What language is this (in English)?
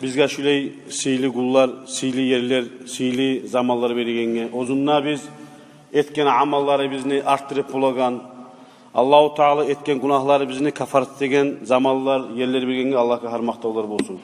Kumyk